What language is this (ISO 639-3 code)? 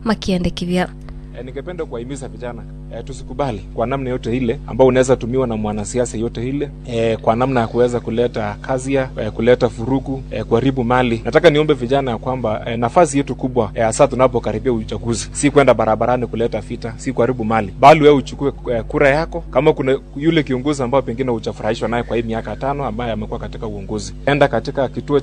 swa